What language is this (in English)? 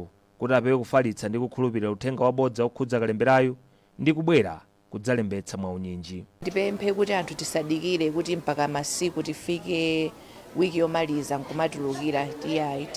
Nyanja